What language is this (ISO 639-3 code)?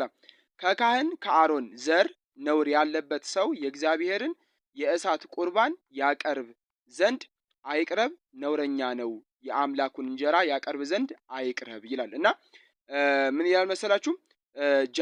amh